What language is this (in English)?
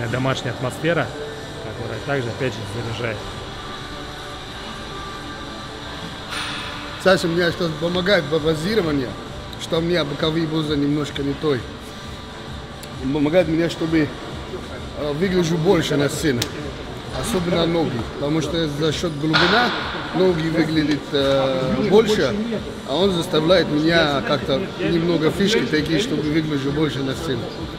Russian